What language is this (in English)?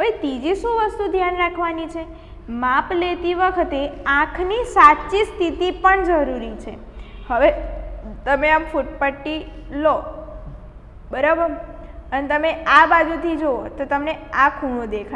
Gujarati